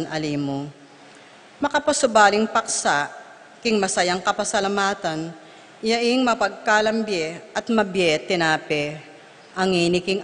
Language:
Pampanga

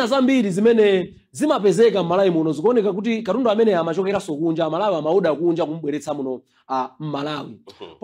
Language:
Nyanja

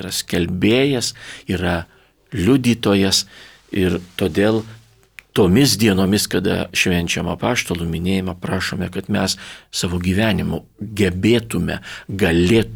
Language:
Lithuanian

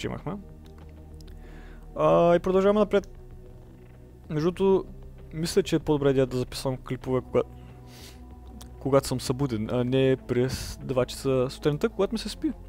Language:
Bulgarian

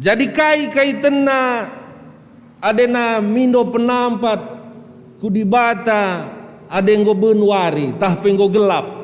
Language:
Batak Karo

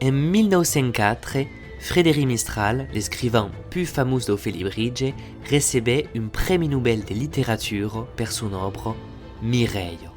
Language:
Occitan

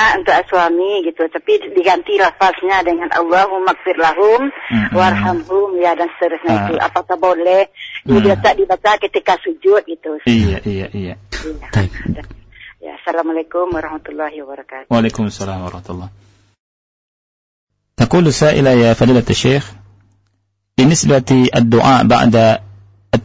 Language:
Indonesian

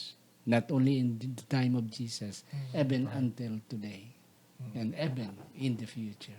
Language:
Hiligaynon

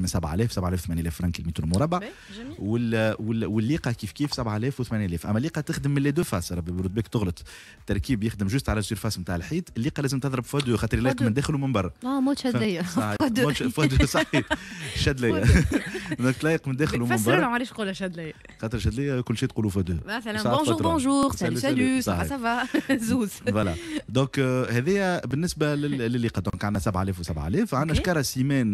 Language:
Tunisian Arabic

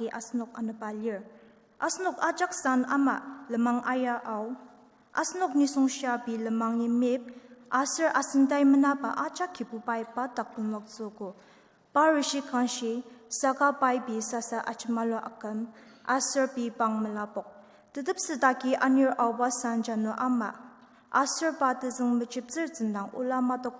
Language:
Ao Naga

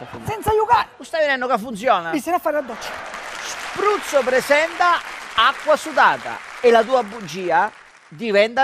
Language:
Sicilian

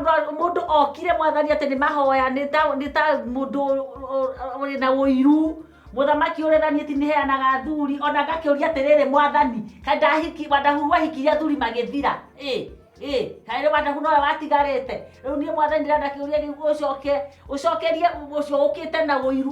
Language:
Kikuyu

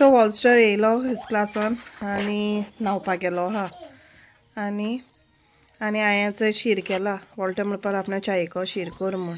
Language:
Konkani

